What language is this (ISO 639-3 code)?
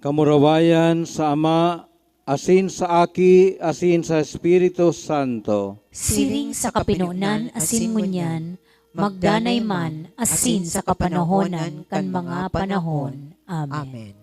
bik